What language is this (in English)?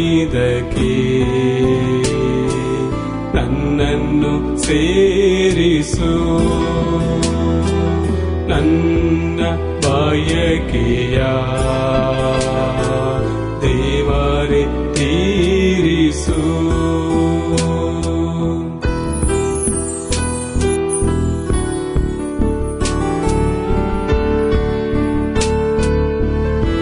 Kannada